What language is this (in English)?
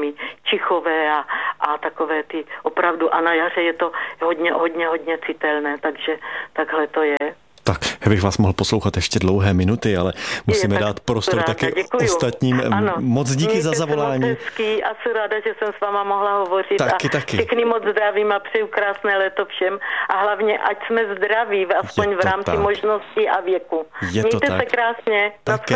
Czech